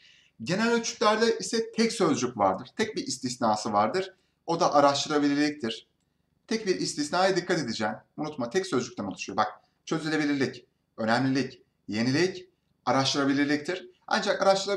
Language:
Turkish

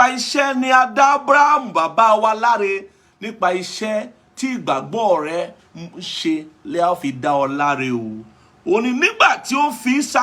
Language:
Yoruba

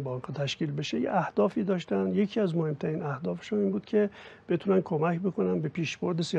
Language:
Persian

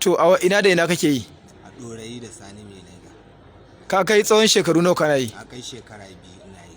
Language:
Hausa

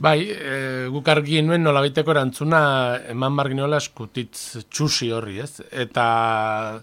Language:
Basque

